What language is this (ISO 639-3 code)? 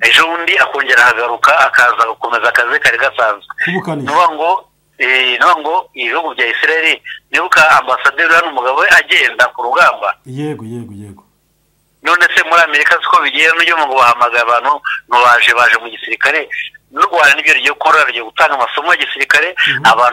kin